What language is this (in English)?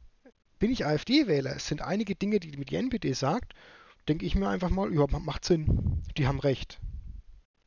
German